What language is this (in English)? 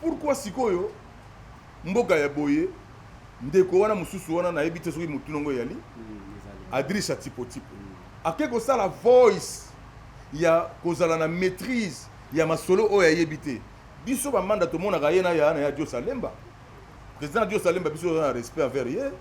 Lingala